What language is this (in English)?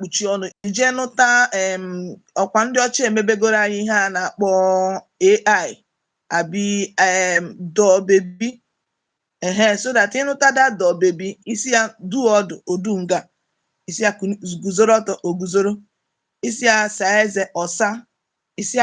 Igbo